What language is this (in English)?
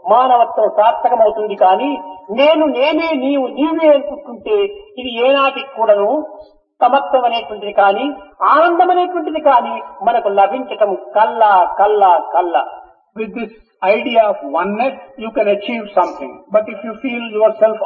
Telugu